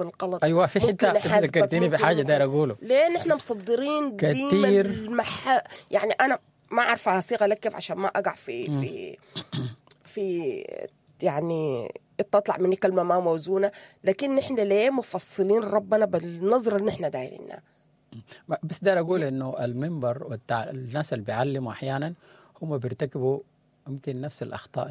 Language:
Sudanese Arabic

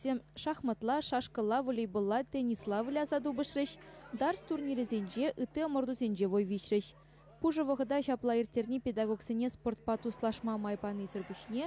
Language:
Chuvash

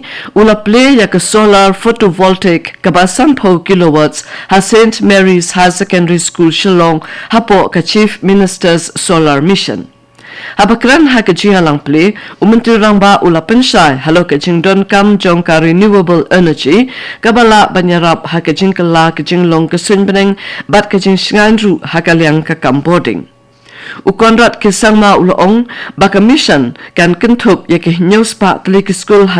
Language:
Khasi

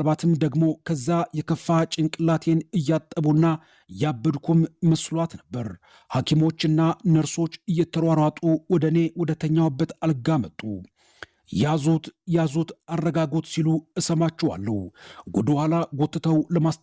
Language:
Amharic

